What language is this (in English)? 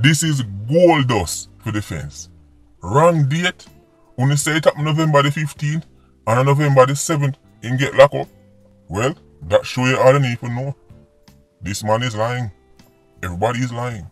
Jamaican Creole English